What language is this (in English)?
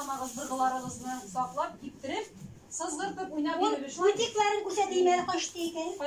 Tatar